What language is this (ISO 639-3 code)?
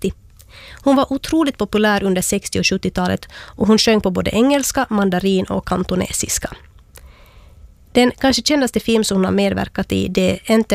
swe